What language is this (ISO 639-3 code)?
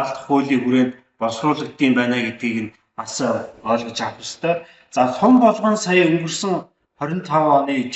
mon